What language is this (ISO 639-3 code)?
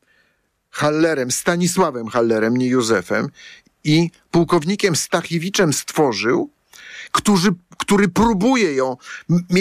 pol